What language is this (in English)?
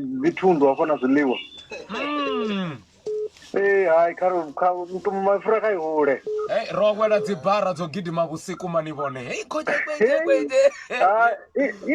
Venda